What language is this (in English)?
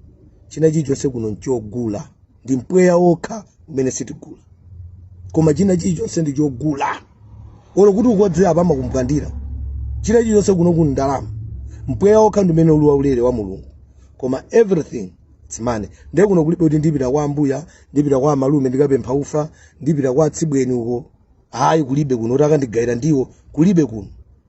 Nyanja